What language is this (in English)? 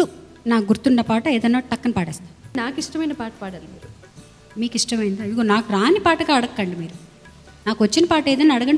Telugu